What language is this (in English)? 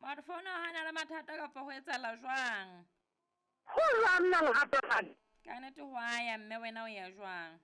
Southern Sotho